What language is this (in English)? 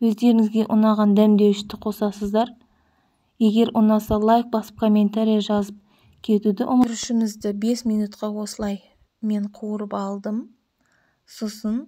Kazakh